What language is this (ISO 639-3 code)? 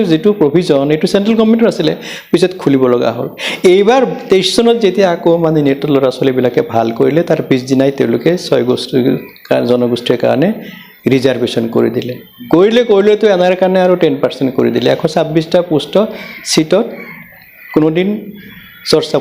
asm